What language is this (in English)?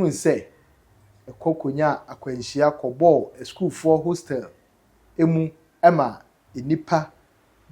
Akan